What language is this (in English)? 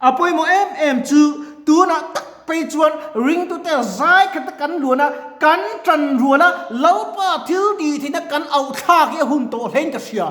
Mizo